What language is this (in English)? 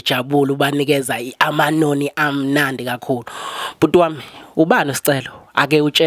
Zulu